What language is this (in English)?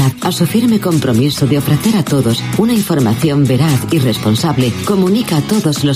Spanish